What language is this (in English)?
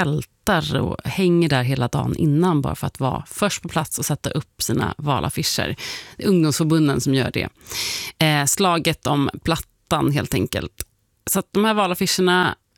Swedish